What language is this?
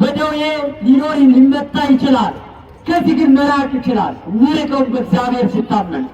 Amharic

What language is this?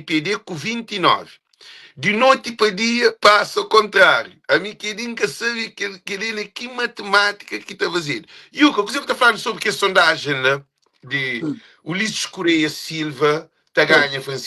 Kabuverdianu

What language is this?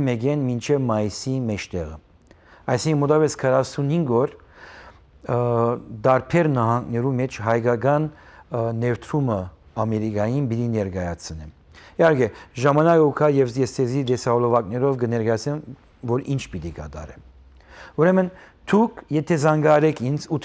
Western Armenian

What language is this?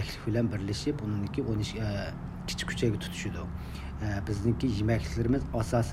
Uyghur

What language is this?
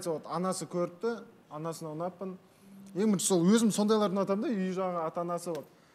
Kazakh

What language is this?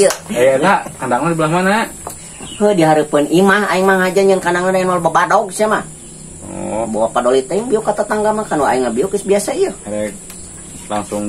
Sundanese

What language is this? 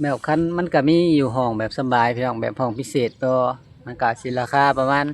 Lao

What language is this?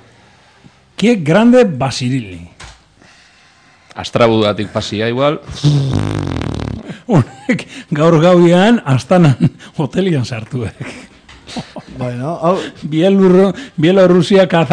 Basque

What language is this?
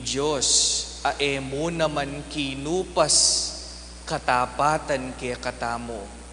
Pampanga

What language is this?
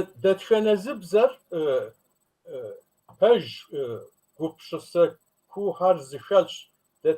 Kabardian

